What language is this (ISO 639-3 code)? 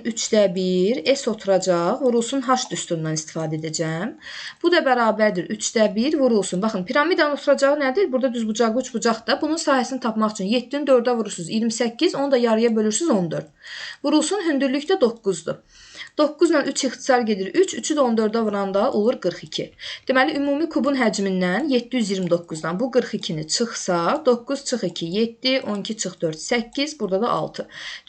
aze